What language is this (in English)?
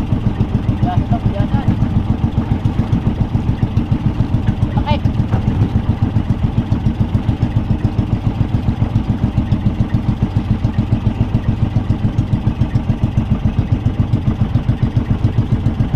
Filipino